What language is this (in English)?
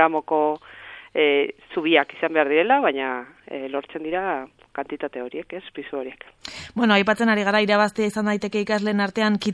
Basque